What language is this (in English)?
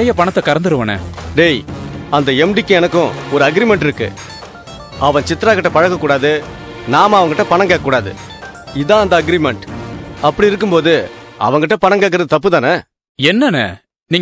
Tamil